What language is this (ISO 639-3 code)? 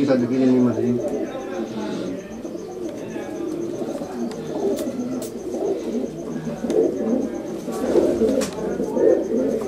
pan